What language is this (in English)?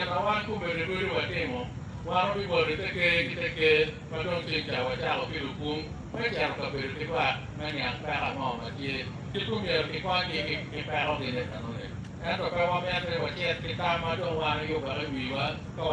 Acoli